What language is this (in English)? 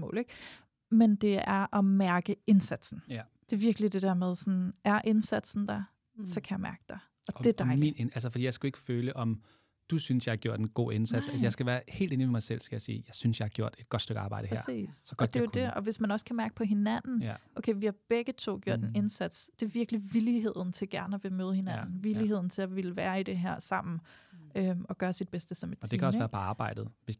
Danish